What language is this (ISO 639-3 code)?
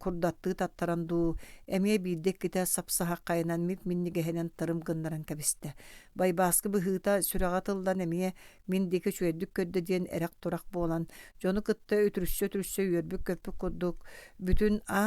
sah